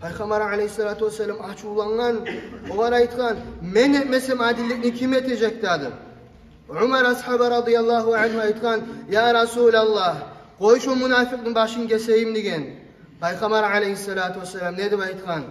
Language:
Kumyk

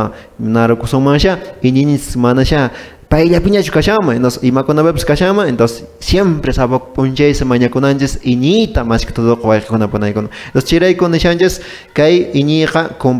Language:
Quechua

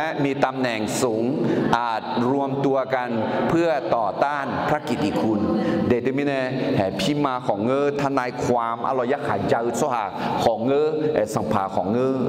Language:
Akha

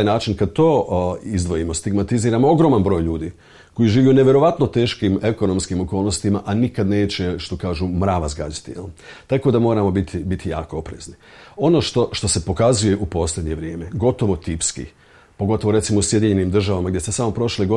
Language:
Bosnian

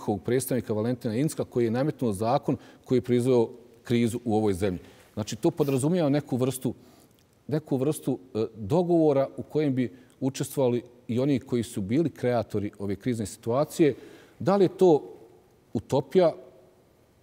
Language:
Bosnian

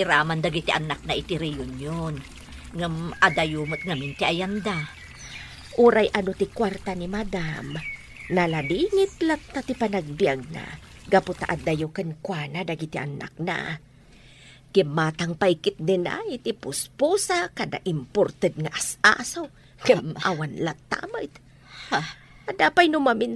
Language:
Iloko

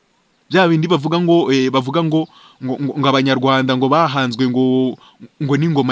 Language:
Kinyarwanda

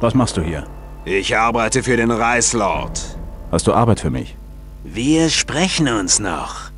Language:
Bavarian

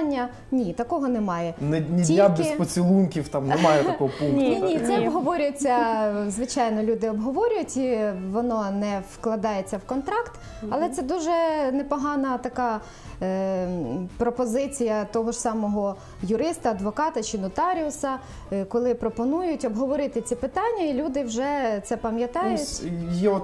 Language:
Ukrainian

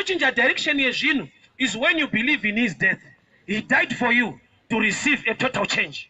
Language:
Shona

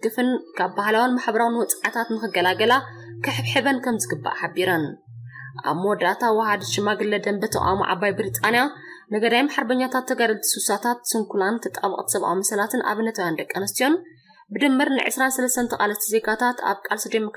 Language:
Tigrinya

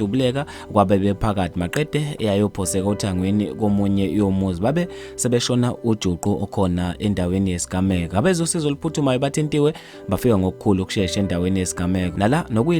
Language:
Zulu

